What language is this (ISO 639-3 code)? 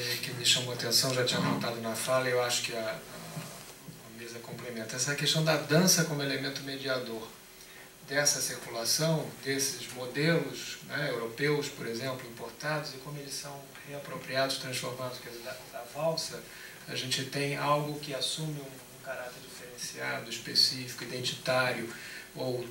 por